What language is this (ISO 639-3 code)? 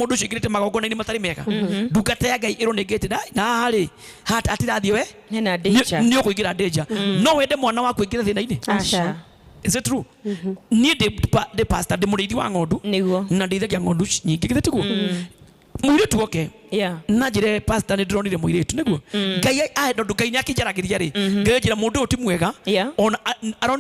kik